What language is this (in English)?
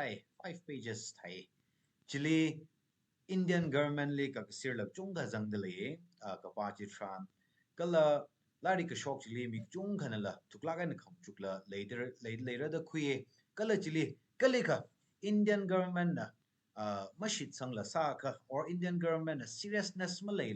Tangkhul Naga (India)